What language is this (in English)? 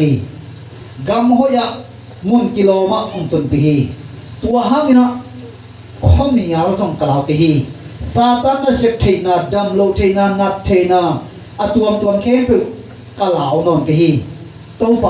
Tedim Chin